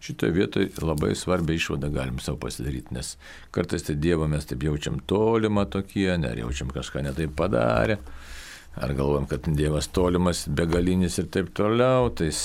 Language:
Lithuanian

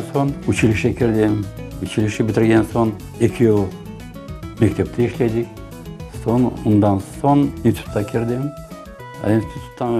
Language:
Crimean Tatar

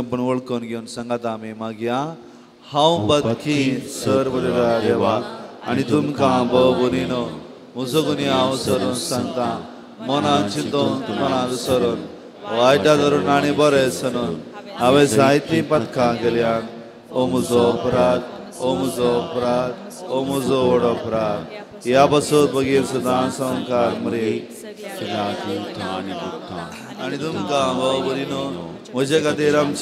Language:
Konkani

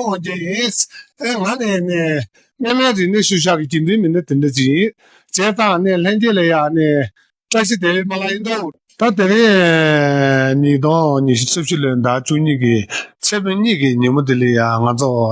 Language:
Tibetan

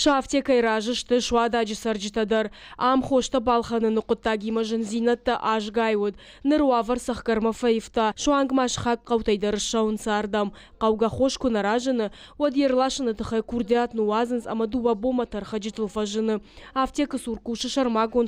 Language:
Ossetic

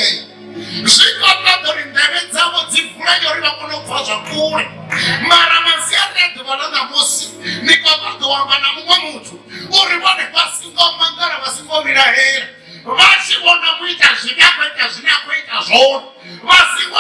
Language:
Venda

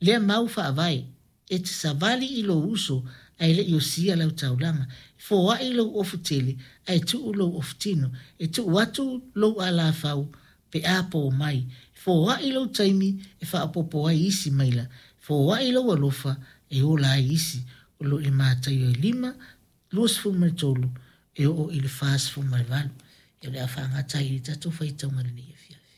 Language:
Samoan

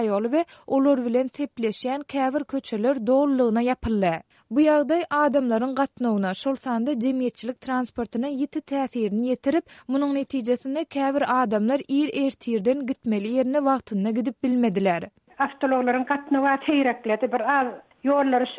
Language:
Turkmen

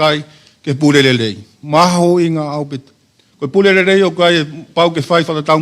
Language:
Tongan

